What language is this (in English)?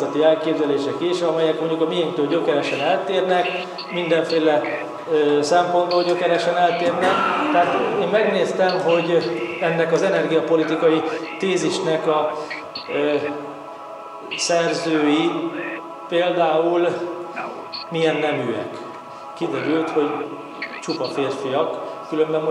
Hungarian